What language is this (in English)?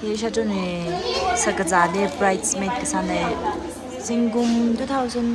Tangkhul Naga (India)